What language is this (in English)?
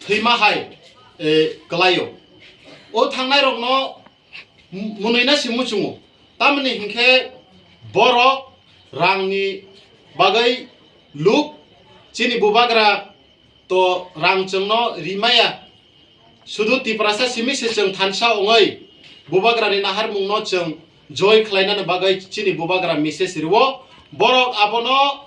Kok Borok